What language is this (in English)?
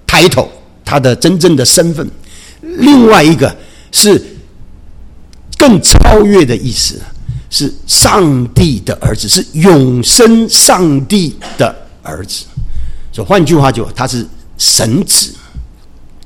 Chinese